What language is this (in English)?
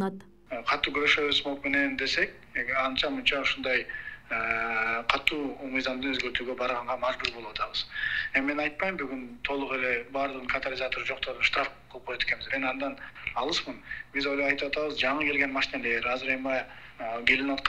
Kyrgyz